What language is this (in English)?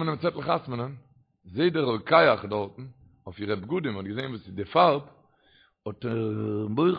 Yiddish